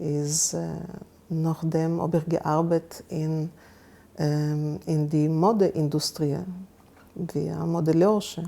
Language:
Yiddish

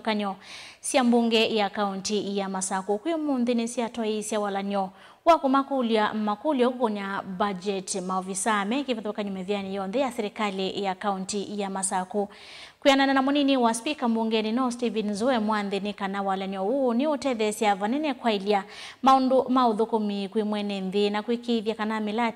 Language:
Kamba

